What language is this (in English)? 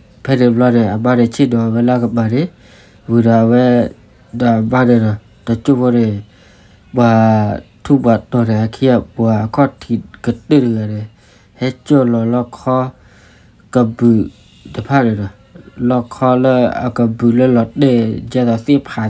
S'gaw Karen